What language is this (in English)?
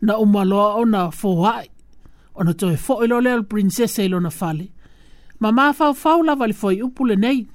Samoan